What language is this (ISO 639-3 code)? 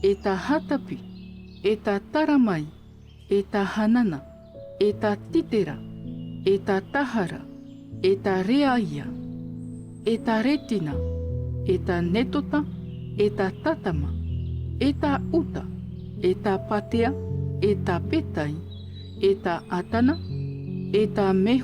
tah